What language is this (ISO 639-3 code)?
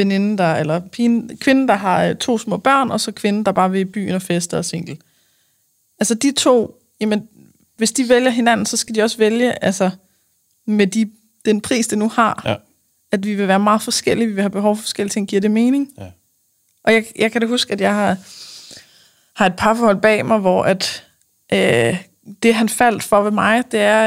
dan